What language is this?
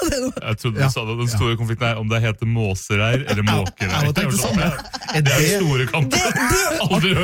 Norwegian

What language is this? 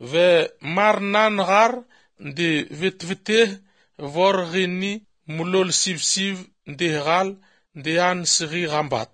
Albanian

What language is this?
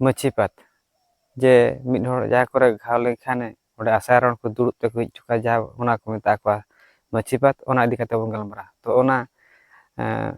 Santali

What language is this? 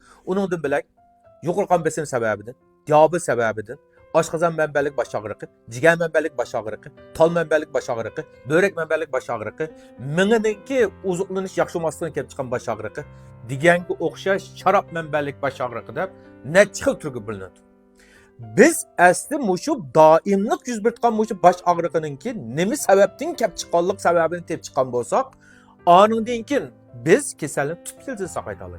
Uyghur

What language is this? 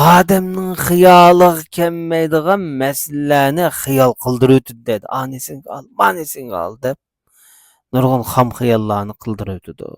Uyghur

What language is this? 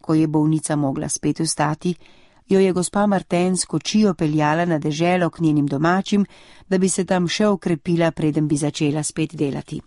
Slovenian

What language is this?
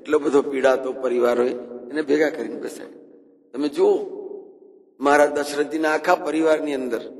Gujarati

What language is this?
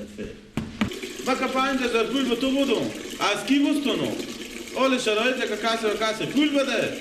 Persian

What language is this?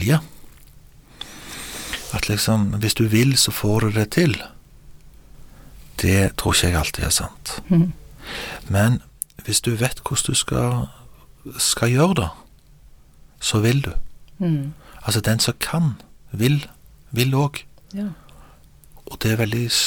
Norwegian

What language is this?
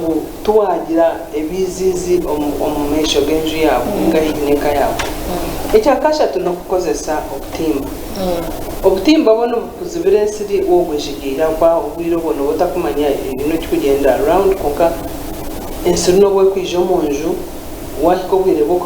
Nyankole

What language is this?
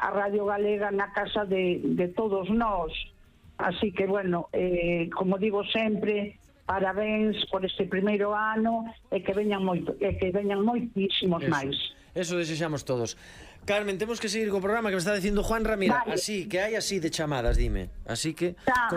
Galician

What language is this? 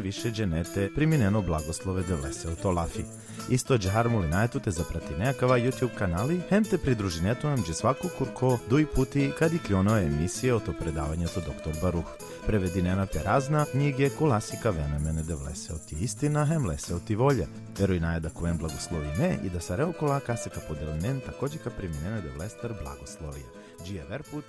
Balkan Romani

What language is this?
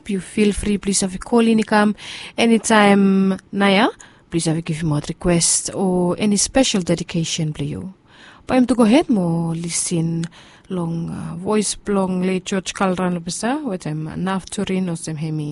Bislama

